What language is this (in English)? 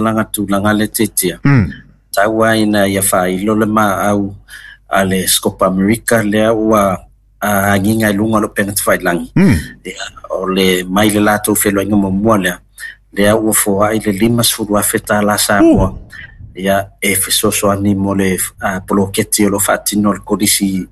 Samoan